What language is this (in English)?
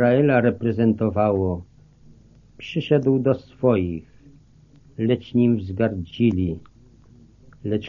Polish